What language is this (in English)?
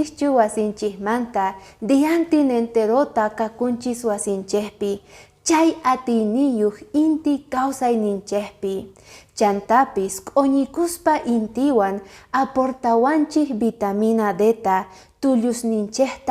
Quechua